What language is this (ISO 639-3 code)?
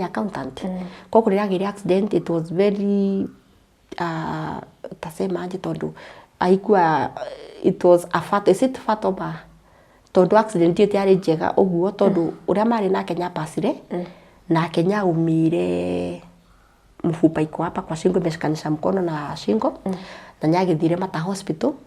kik